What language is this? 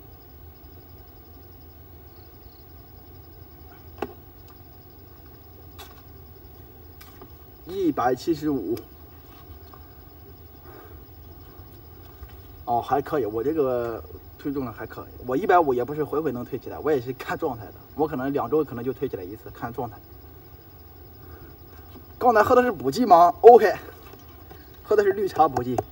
Chinese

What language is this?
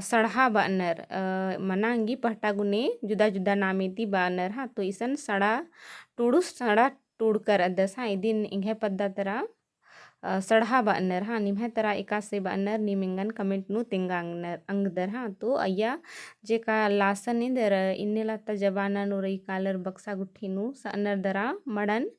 Kurukh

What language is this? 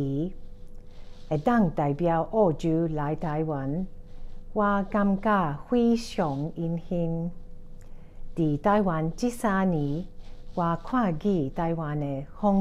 Min Nan Chinese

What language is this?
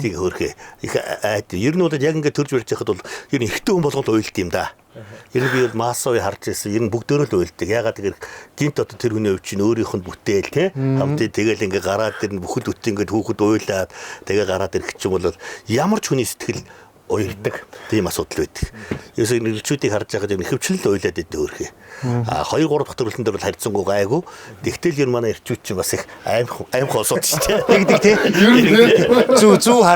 Mongolian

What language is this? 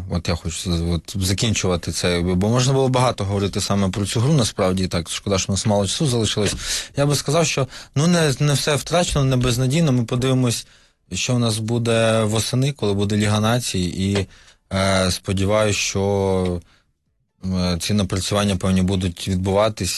Ukrainian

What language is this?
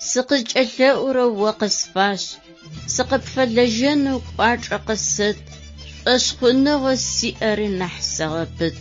Adyghe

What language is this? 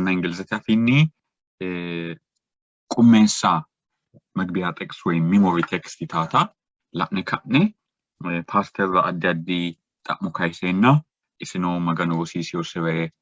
Sidamo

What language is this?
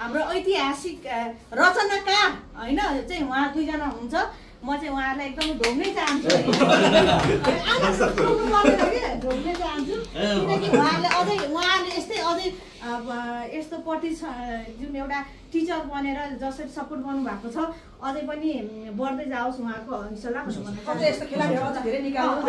Nepali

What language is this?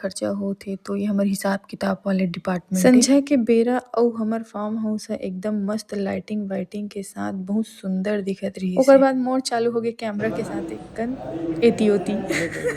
Chhattisgarhi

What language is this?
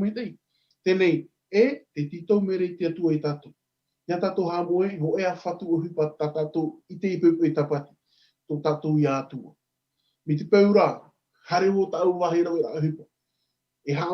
Tahitian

